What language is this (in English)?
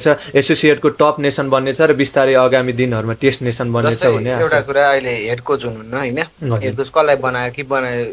Nepali